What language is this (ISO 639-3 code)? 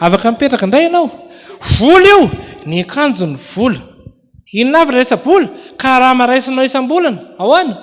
mlg